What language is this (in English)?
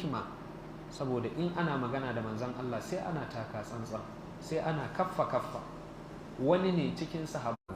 Hausa